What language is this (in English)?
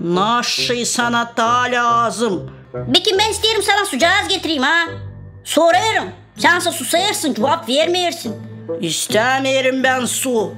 Gagauz